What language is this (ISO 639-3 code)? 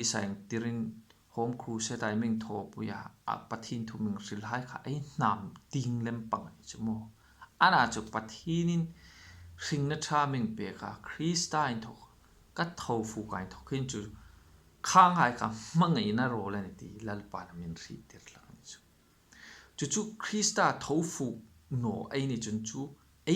hmr